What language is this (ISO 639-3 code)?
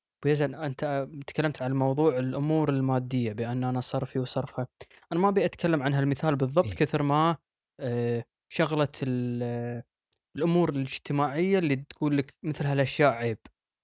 afb